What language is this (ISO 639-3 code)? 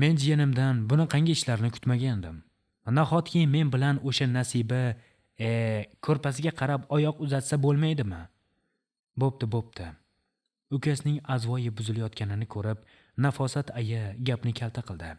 uzb